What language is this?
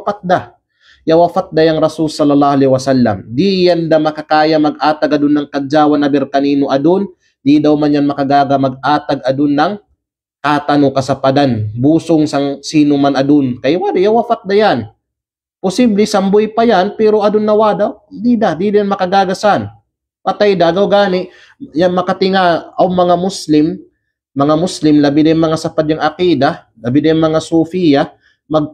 Kalagan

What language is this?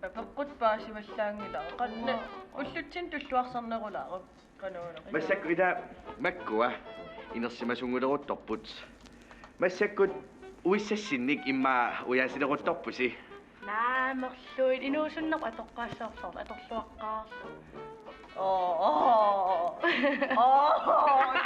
Kalaallisut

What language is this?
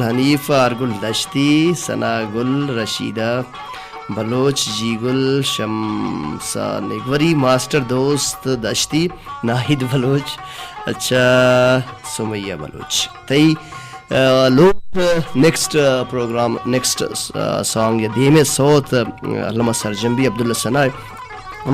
Baluchi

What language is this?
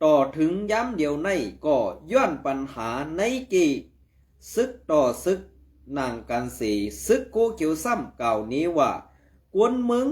Shan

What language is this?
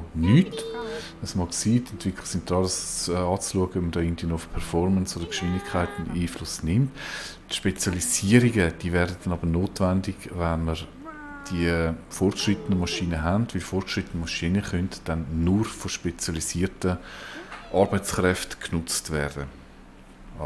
Swiss German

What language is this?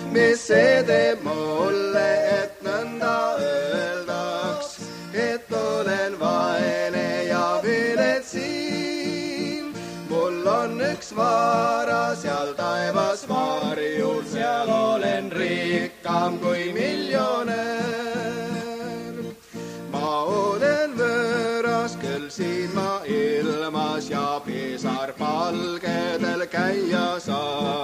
Estonian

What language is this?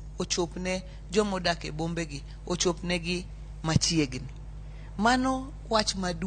Luo (Kenya and Tanzania)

